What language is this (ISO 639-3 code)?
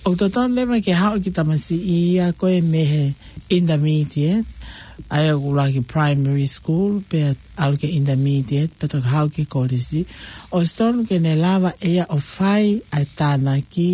ton